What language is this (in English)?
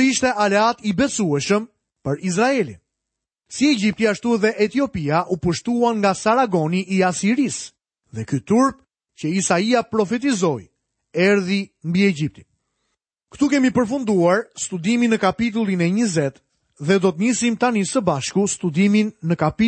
Albanian